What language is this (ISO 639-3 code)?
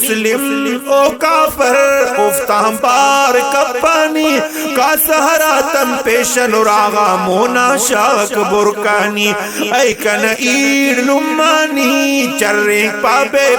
brh